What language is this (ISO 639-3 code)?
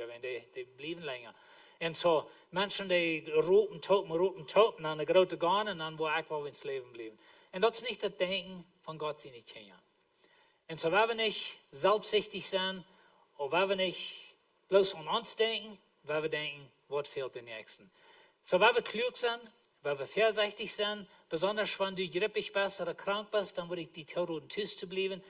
pdt